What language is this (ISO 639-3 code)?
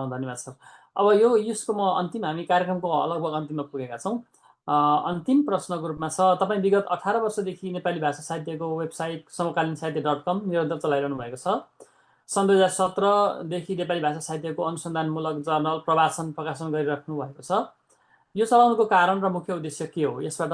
nep